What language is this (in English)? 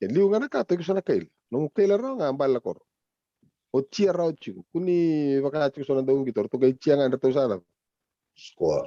Fijian